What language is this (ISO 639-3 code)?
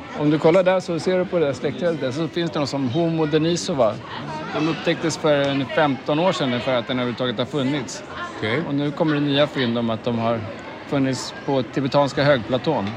swe